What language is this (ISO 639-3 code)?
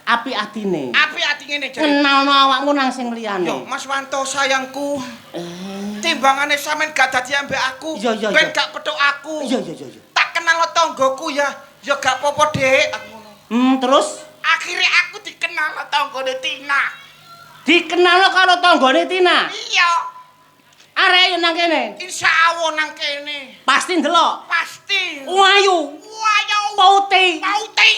jav